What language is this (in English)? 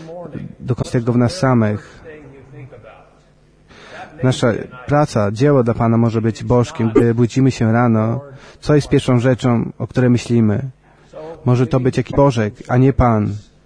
Polish